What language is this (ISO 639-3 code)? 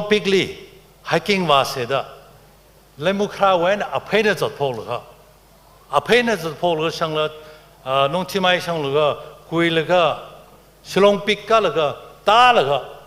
nmf